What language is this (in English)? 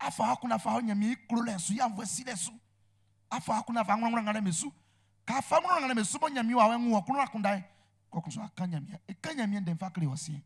Baoulé